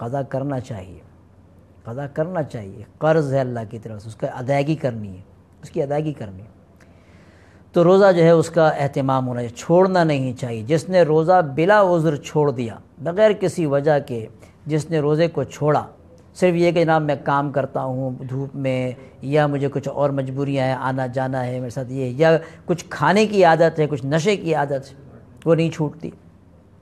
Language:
Urdu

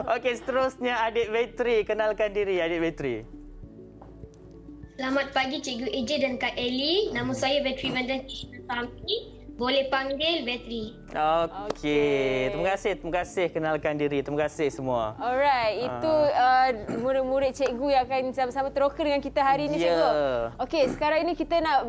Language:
Malay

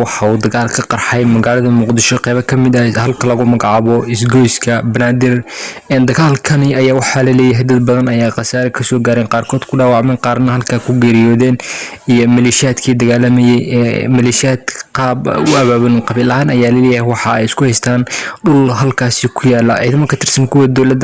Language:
Somali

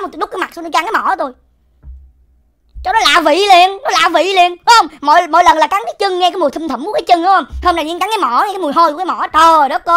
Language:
Vietnamese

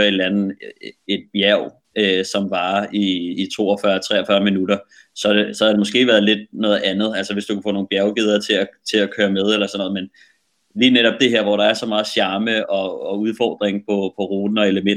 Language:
Danish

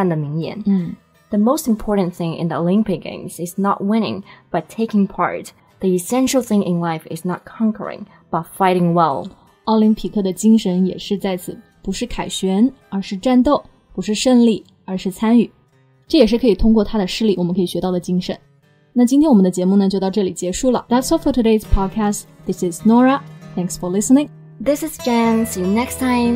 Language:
Chinese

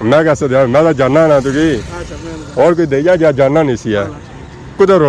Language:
Pahari-Potwari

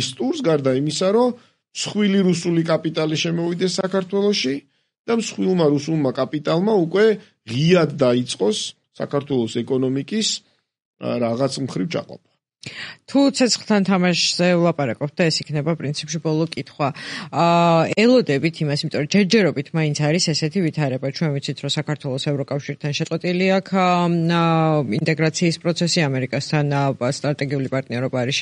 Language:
Georgian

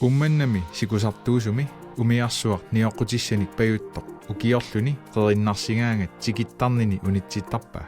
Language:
Kalaallisut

